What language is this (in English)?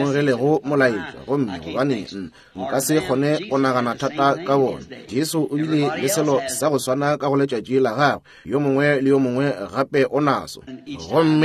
Northern Sotho